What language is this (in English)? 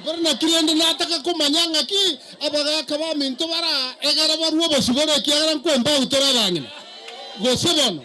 Gusii